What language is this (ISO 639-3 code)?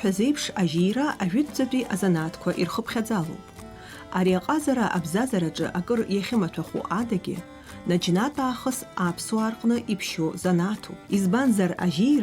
abk